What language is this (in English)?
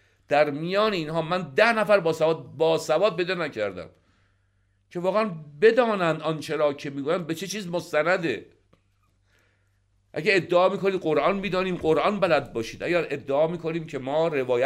Persian